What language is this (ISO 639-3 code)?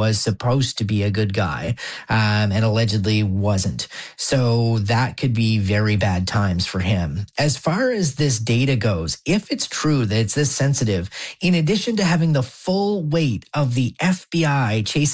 eng